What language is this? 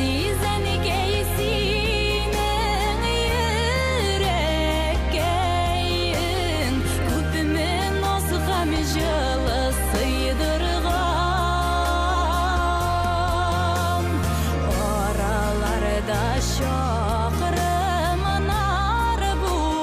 Bashkir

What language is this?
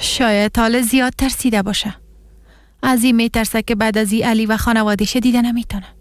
Persian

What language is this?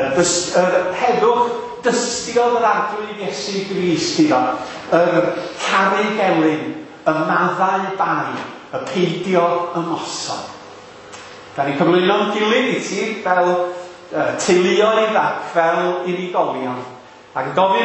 Welsh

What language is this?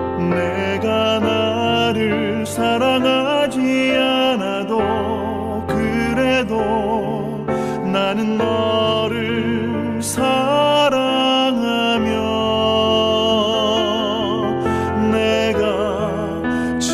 Korean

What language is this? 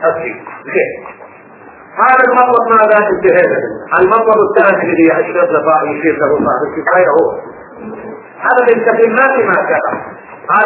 Arabic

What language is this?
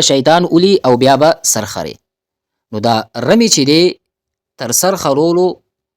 Pashto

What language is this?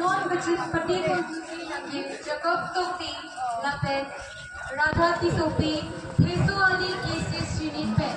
Karbi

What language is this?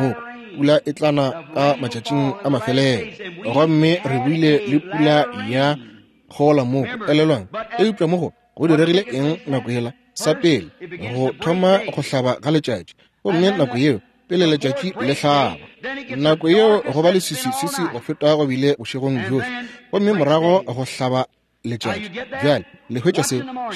Northern Sotho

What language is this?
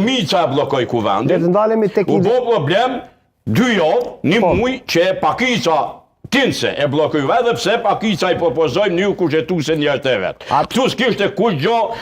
Albanian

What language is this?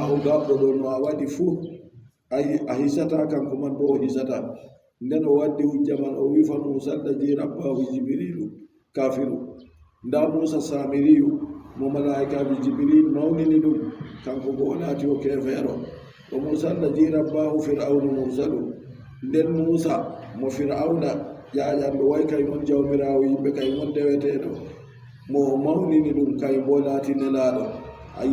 Adamawa Fulfulde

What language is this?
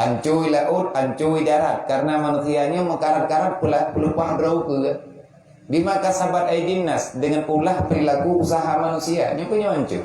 Achinese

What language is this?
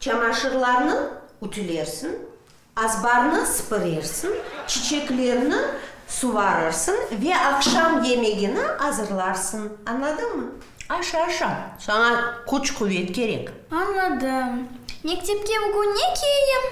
Crimean Tatar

